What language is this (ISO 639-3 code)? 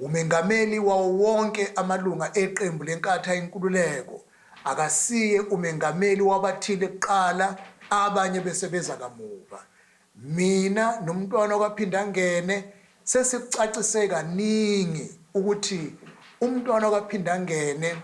zul